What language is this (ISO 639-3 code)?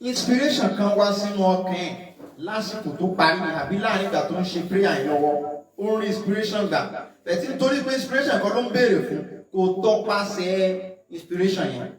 yor